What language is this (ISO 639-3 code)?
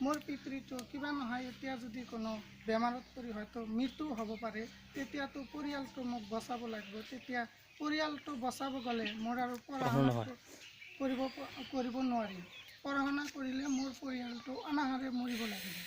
asm